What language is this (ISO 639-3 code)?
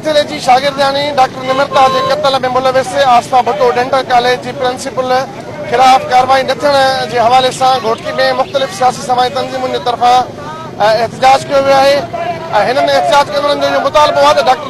snd